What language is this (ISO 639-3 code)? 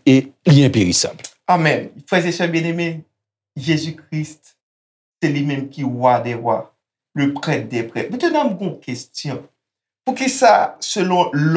hat